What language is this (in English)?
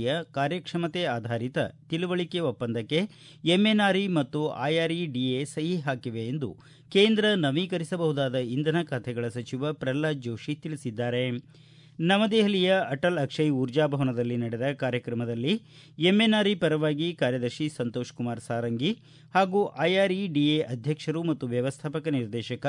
Kannada